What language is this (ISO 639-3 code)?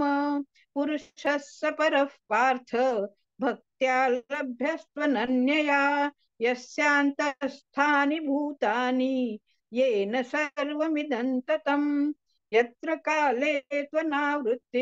san